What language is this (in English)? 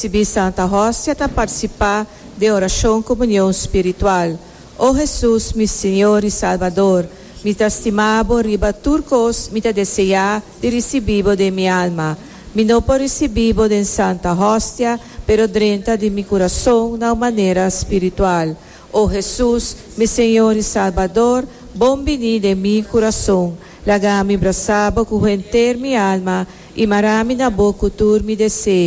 Papiamento